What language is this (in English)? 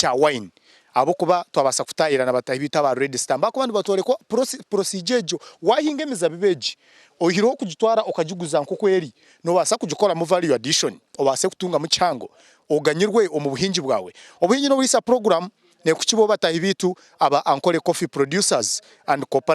Nyankole